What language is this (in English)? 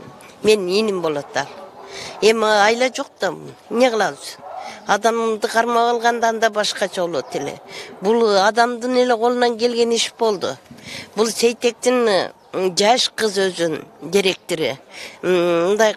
Kyrgyz